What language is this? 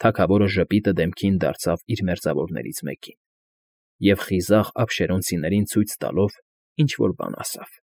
Armenian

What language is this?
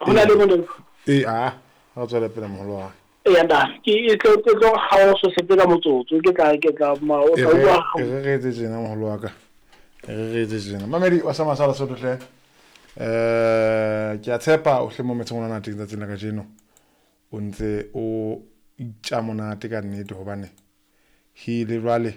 Southern Sotho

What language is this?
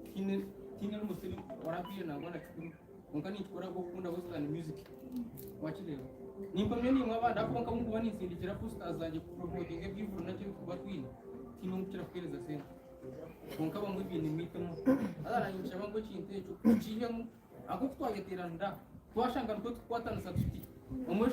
Nyankole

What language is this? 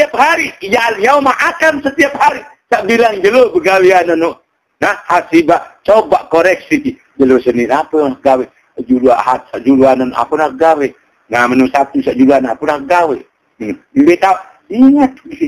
Sasak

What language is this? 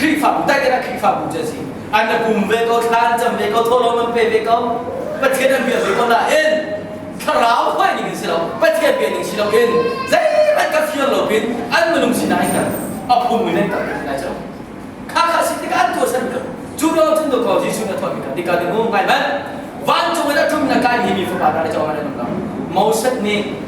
Hakha Chin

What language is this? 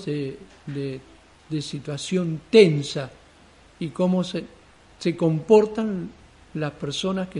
Spanish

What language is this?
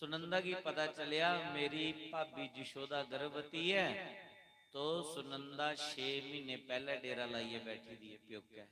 Dogri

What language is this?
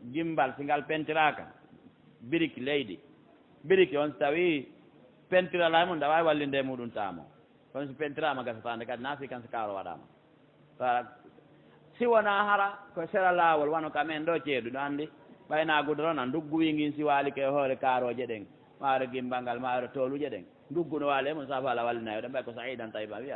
Fula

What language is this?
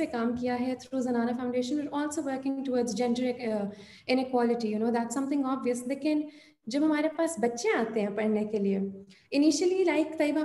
Urdu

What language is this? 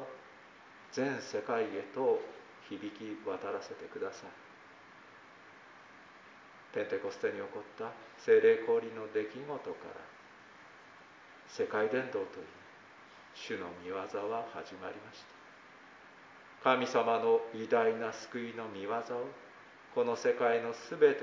Japanese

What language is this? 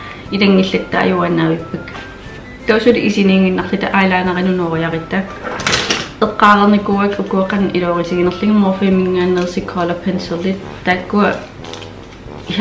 Kalaallisut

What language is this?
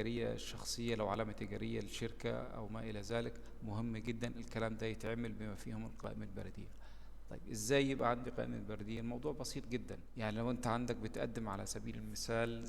Egyptian Arabic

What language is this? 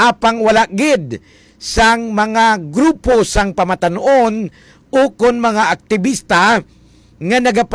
Hiligaynon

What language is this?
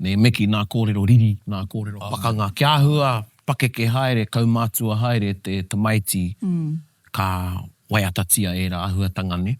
Māori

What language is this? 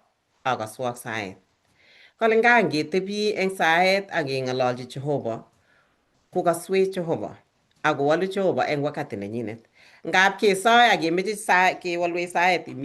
Kalenjin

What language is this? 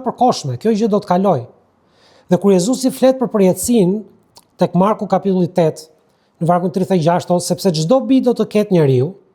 Albanian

